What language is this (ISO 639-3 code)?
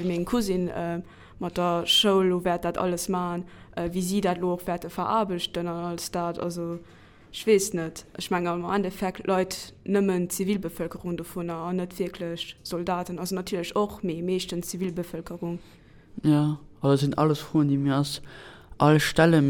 ltz